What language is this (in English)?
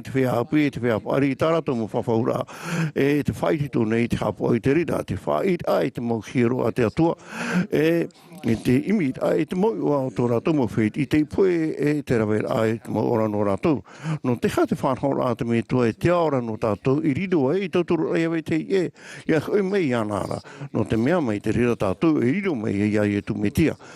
Tahitian